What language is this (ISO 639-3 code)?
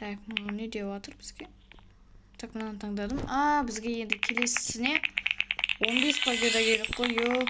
kaz